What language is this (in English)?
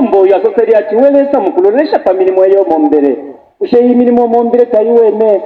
Bemba